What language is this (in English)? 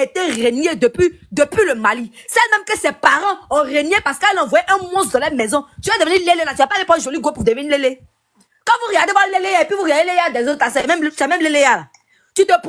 French